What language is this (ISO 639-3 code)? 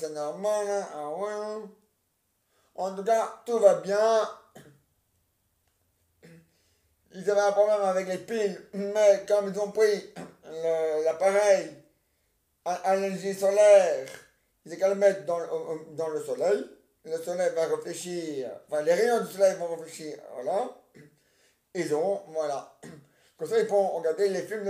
fra